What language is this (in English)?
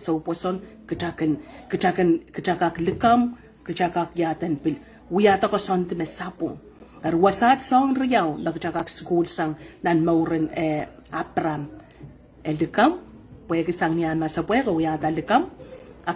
Pohnpeian